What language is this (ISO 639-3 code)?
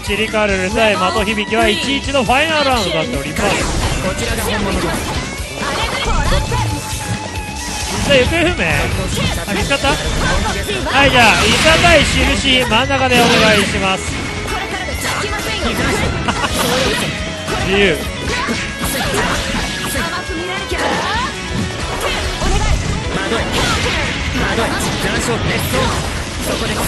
jpn